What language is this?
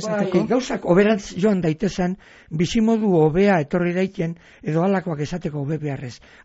Basque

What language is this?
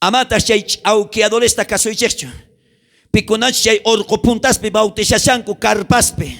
South Bolivian Quechua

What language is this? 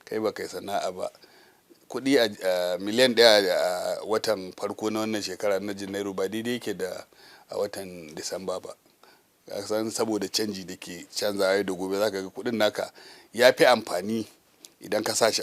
Hausa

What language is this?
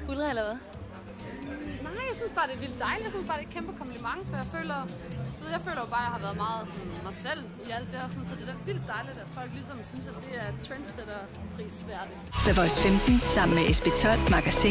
Danish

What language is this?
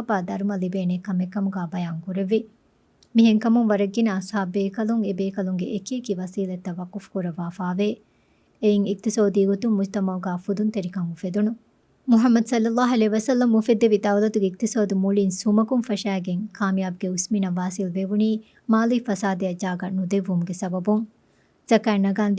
Divehi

